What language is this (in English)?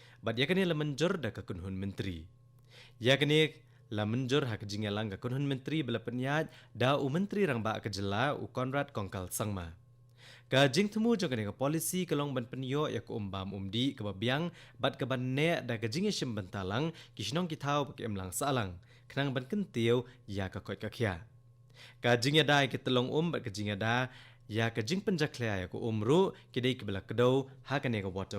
Khasi